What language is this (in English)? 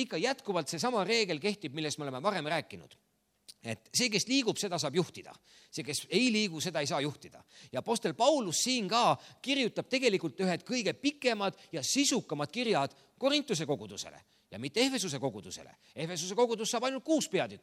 Estonian